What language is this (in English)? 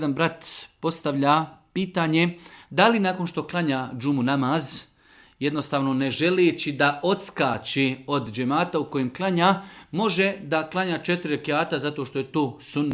Bosnian